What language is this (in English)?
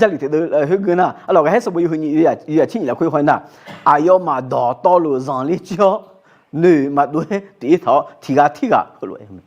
Akha